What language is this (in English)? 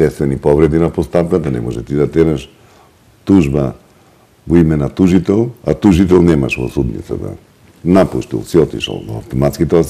Macedonian